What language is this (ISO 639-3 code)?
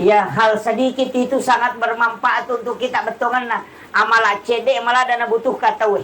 bug